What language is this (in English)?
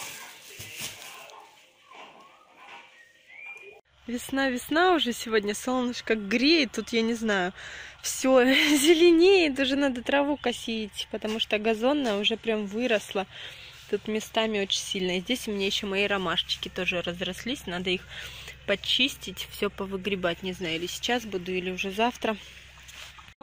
Russian